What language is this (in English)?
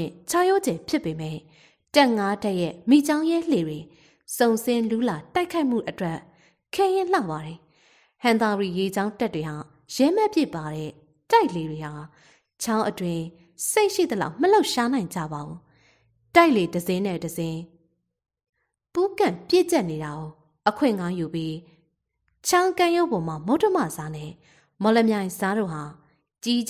Burmese